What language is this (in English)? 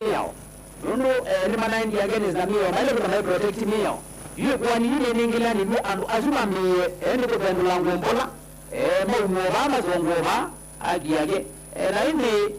Kamba